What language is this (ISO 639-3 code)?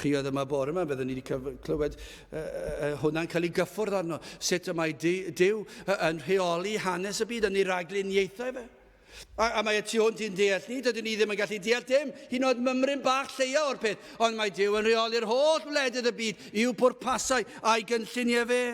cym